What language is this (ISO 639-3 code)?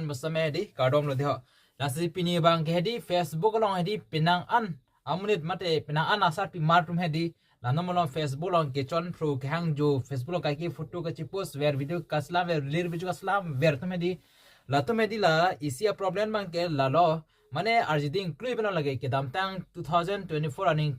mjw